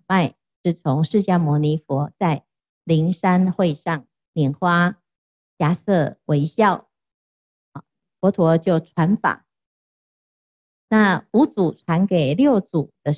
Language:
Chinese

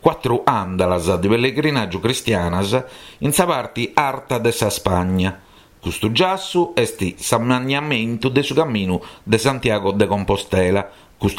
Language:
Sardinian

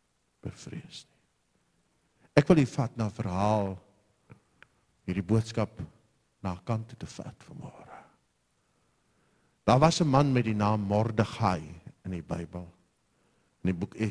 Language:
Afrikaans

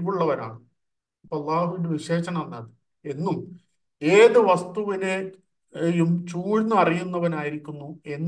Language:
Malayalam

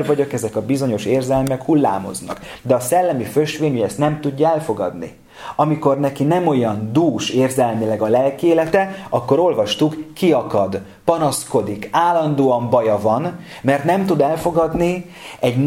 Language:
Hungarian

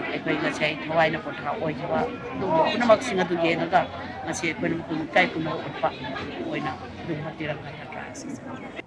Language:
Manipuri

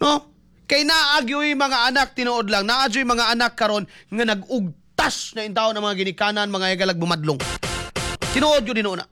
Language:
Cebuano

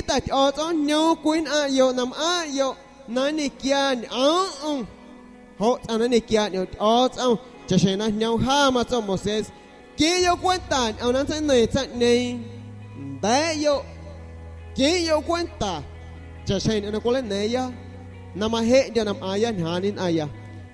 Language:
San Pedro Amuzgos Amuzgo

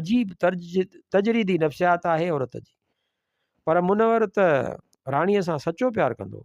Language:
Sindhi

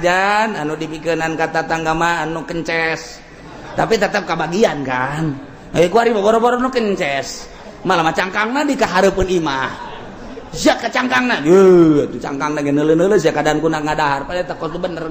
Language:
Sundanese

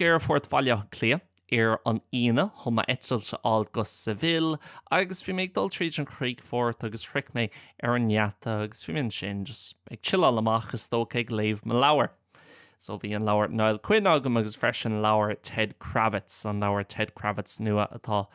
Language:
Irish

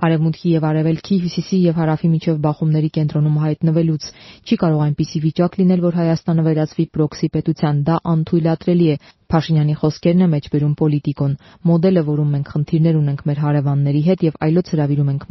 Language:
Armenian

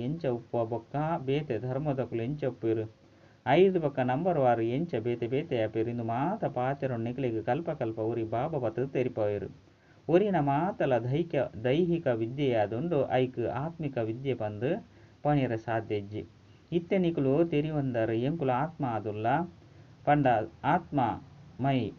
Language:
Tulu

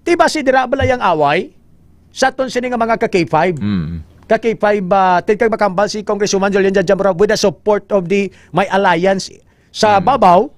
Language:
Hiligaynon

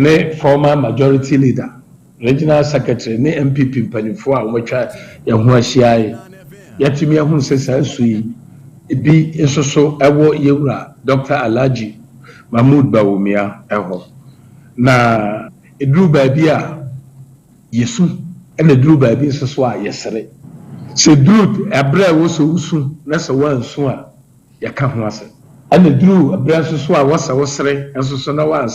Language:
Akan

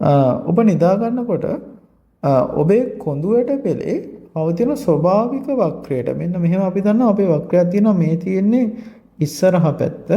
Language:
Sinhala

